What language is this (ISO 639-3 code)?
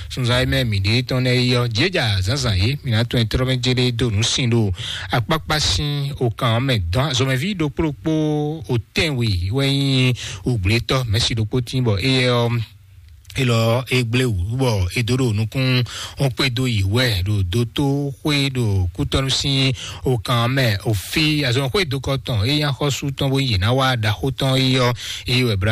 fon